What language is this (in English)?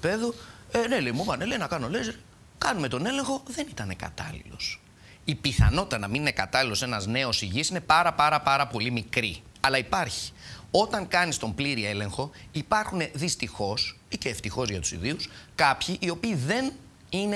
Greek